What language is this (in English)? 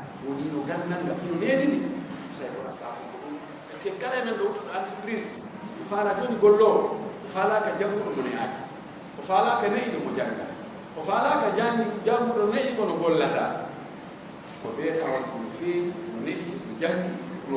Pular